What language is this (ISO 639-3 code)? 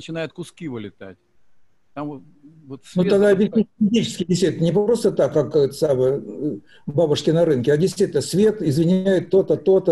rus